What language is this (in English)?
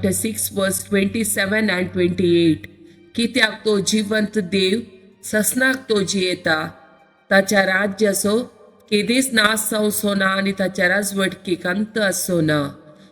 Konkani